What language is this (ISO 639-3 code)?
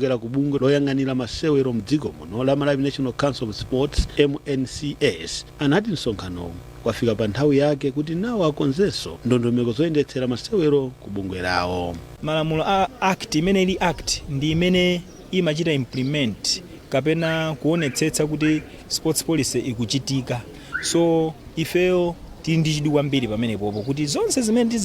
nya